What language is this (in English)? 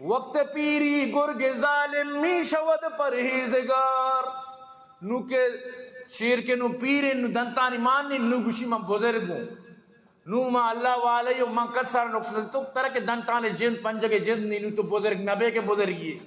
Eastern Balochi